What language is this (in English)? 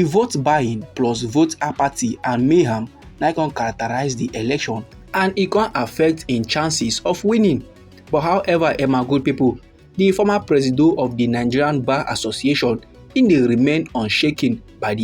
Nigerian Pidgin